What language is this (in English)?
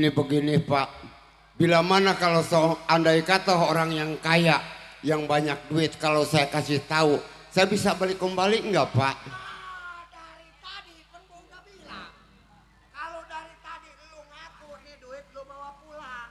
Betawi